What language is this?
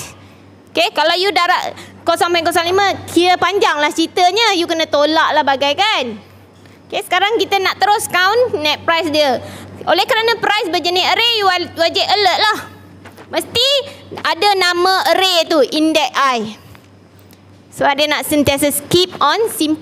Malay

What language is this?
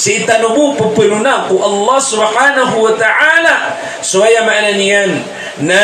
Maranao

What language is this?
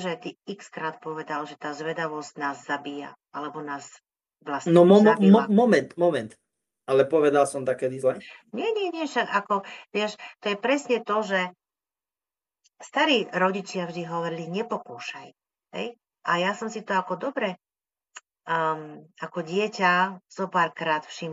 Slovak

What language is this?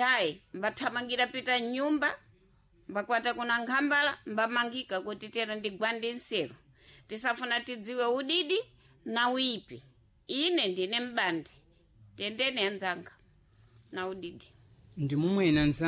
Sena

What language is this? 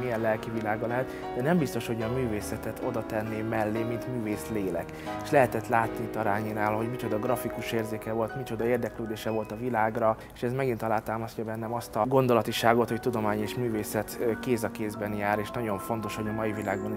Hungarian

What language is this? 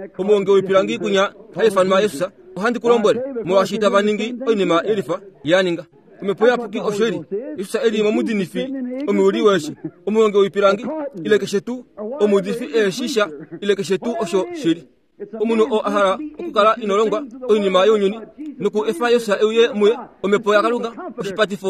Kuanyama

